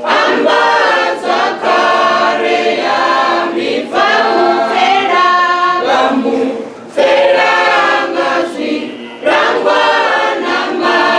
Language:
Venda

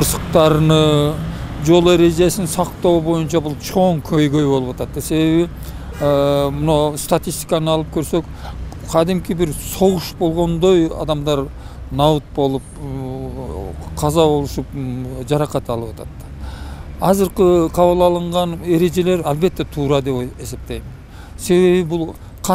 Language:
Kyrgyz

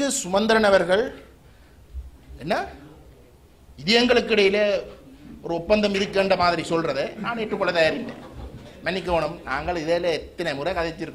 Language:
Tamil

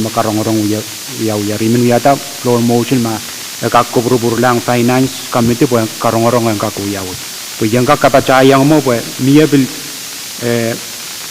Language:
Pohnpeian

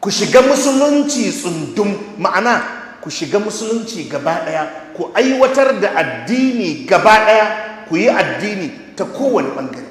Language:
Hausa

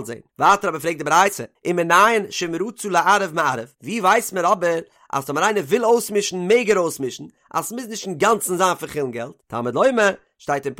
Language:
Yiddish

